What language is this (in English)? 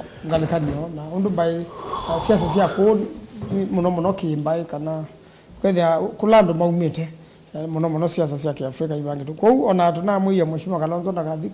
Kamba